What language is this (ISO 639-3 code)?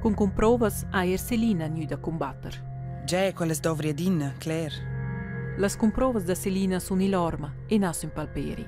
roh